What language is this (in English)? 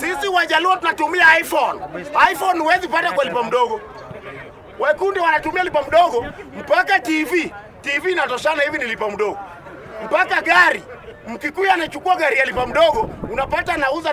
Swahili